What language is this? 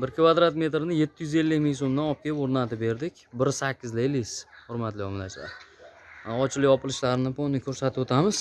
Uzbek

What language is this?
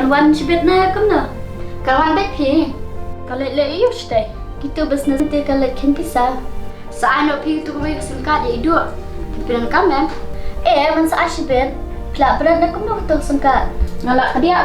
Khasi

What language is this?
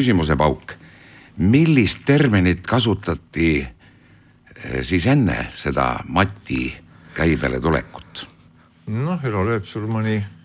Estonian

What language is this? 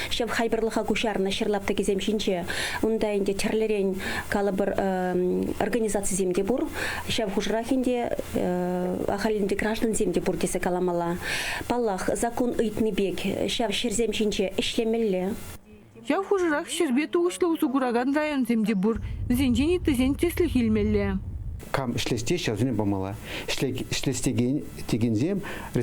Chuvash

